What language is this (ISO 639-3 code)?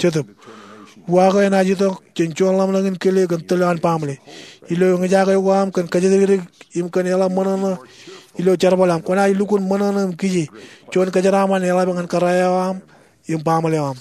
mah